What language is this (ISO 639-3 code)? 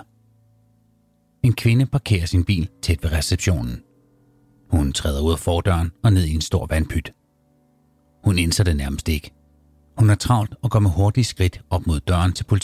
dan